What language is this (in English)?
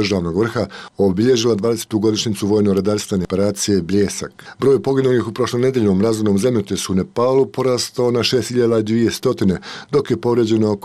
Bosnian